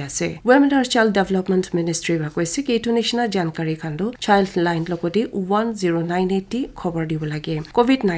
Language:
Naga Pidgin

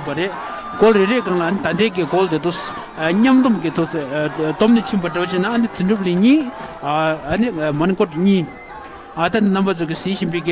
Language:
Tibetan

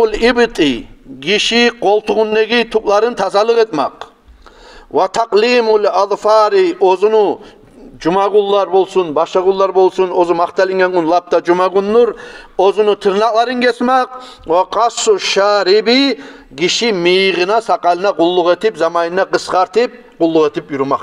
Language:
Kumyk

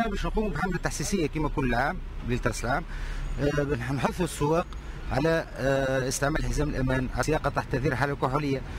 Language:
Tunisian Arabic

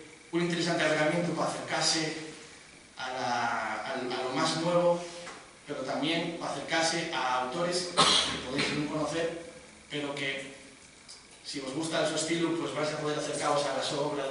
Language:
Asturian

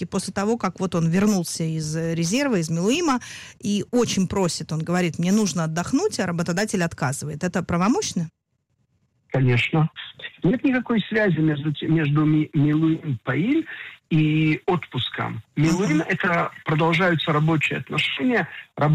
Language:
Russian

